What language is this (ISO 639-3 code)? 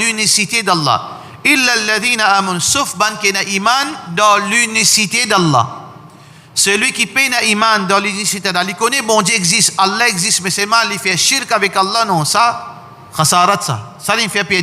mfe